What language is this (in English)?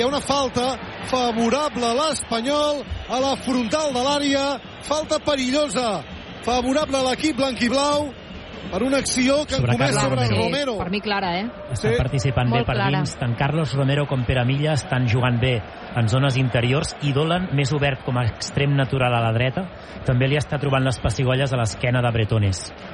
Catalan